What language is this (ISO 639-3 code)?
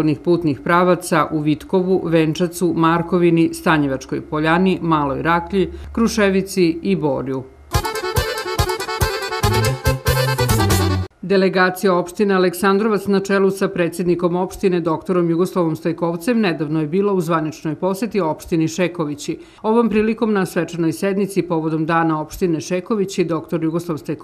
srp